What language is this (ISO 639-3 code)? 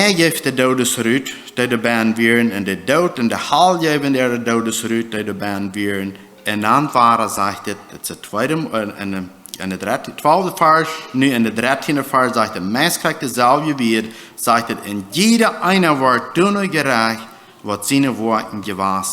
pdt